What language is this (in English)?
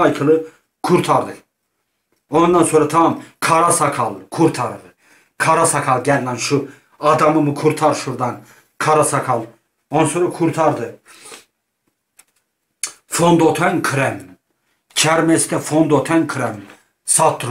Turkish